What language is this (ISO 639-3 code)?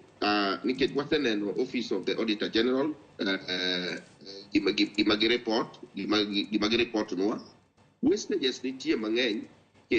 luo